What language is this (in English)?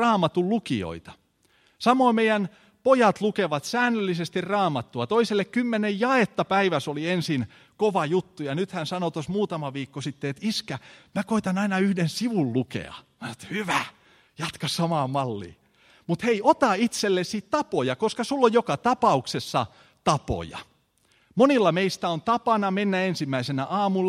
Finnish